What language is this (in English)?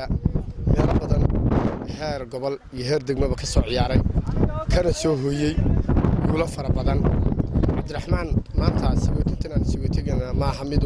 Somali